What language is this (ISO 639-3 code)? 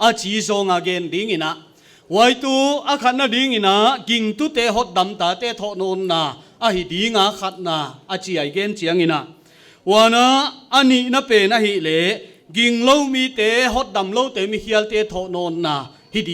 pck